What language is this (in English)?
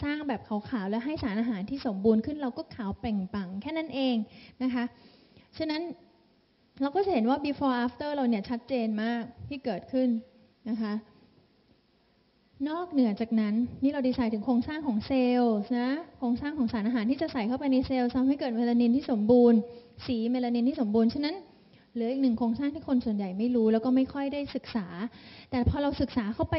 Thai